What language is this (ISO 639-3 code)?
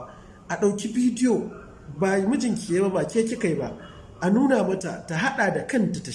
hau